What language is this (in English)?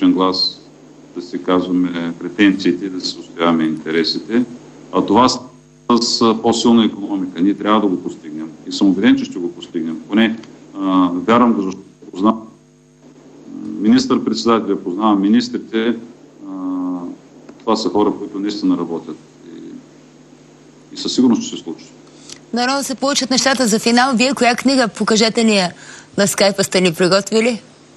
Bulgarian